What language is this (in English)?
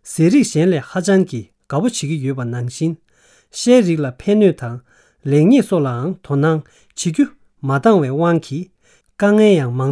Tibetan